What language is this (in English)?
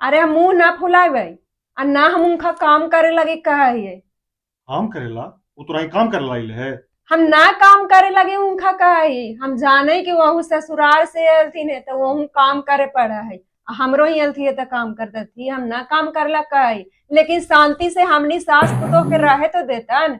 Magahi